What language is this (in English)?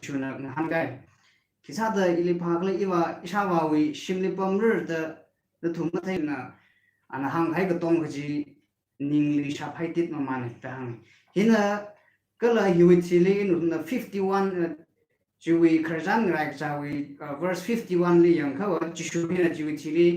Tangkhul Naga (India)